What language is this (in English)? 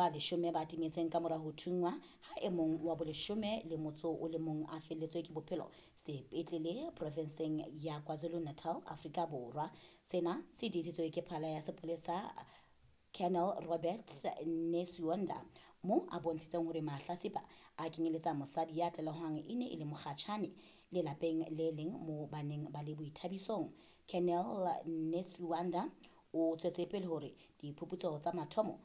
Southern Sotho